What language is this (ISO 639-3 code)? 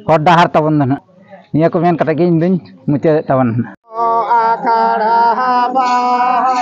sat